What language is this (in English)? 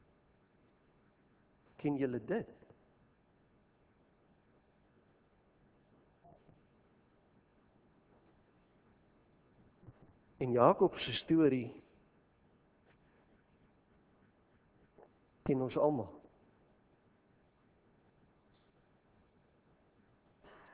Afrikaans